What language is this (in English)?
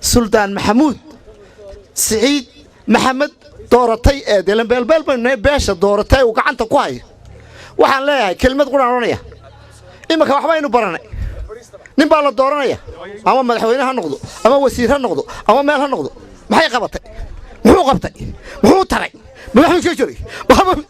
Somali